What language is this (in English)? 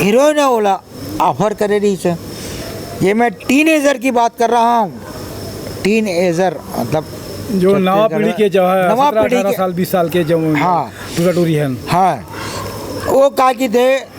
Chhattisgarhi